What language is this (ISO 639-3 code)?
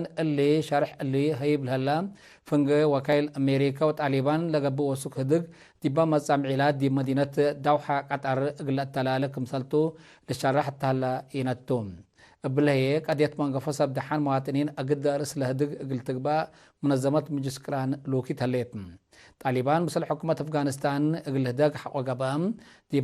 tig